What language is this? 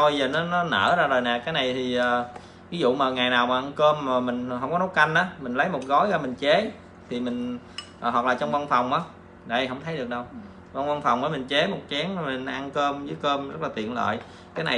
Vietnamese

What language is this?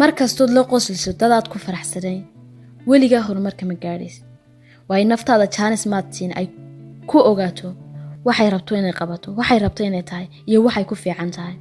Somali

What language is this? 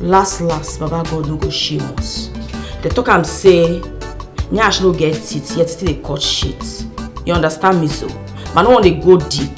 Nigerian Pidgin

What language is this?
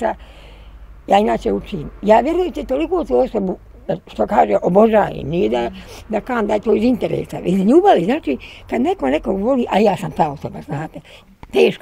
Bosnian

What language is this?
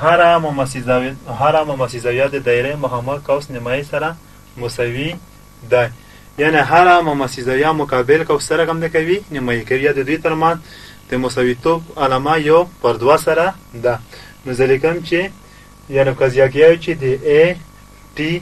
Pashto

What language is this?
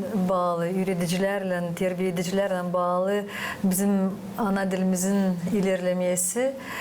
Gagauz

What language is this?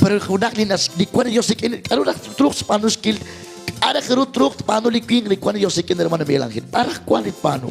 Kekchí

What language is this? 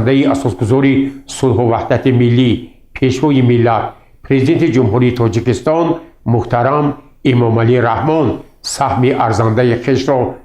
Tajik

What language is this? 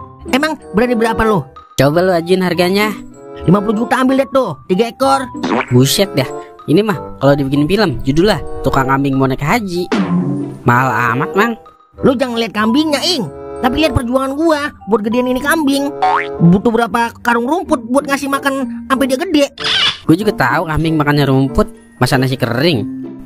Betawi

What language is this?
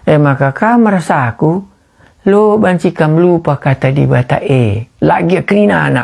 Batak Karo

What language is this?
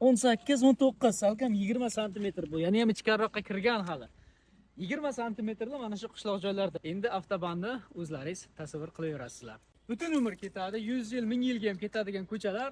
Uzbek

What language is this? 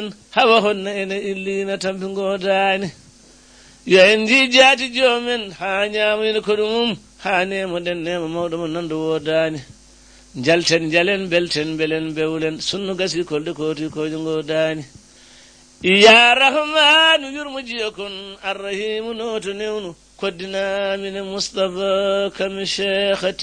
Fula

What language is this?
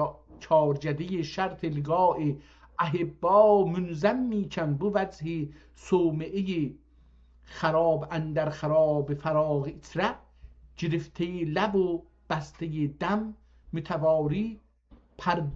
South Azerbaijani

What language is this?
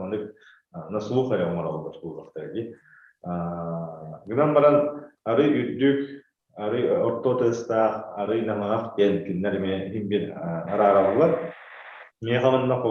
Yakut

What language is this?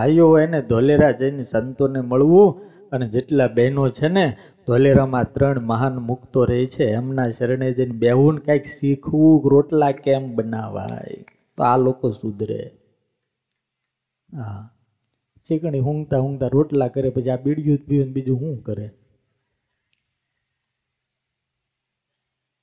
Gujarati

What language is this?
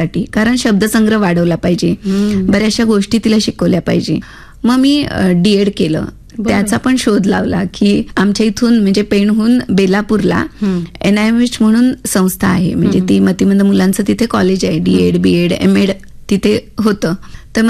Marathi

